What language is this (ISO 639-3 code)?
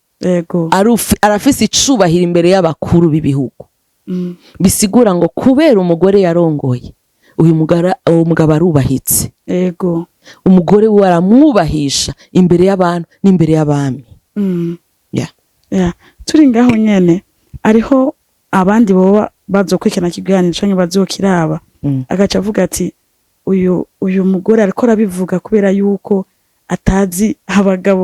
run